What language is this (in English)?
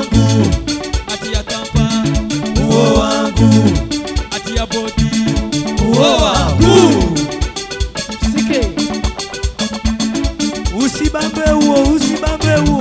Swahili